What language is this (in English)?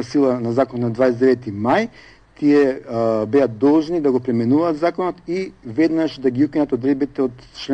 Macedonian